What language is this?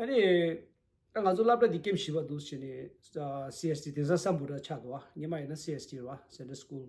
Tibetan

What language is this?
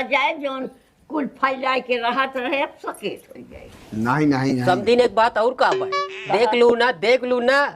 Awadhi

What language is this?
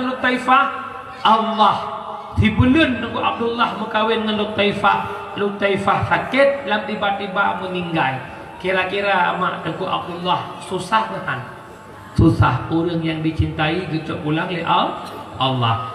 Achinese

